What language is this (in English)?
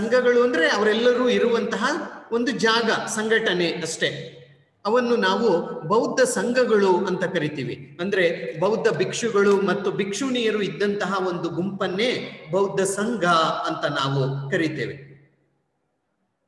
Kannada